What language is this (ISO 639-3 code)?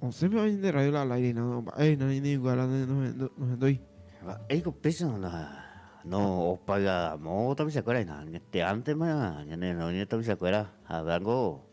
grn